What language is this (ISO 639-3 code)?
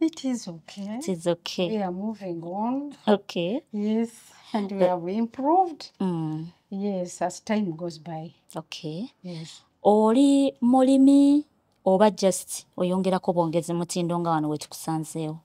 lug